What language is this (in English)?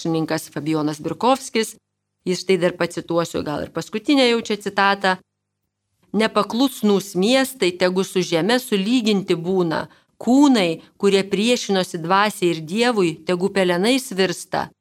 Lithuanian